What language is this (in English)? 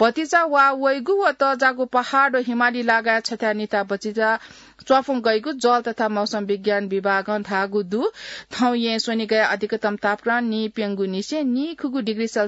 Newari